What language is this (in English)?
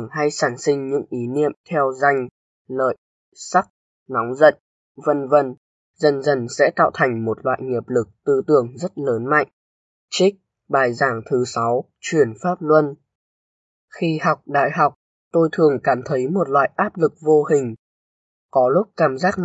Vietnamese